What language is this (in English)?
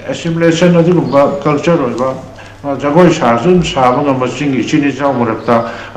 Manipuri